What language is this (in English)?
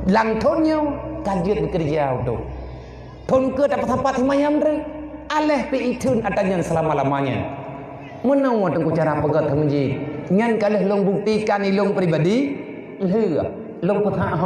Achinese